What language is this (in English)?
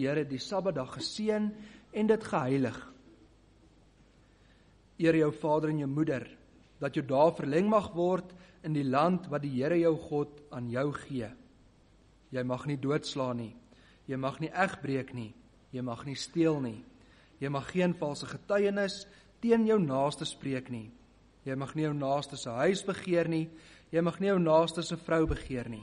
Afrikaans